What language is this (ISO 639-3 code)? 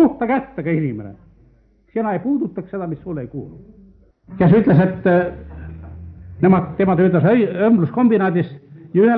est